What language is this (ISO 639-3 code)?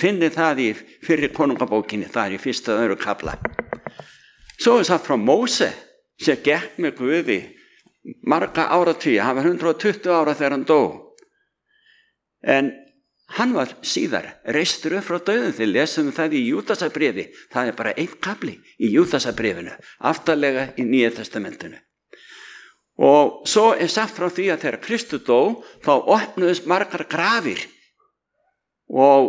isl